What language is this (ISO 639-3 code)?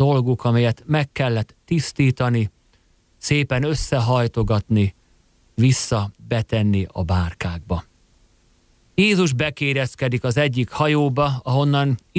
hun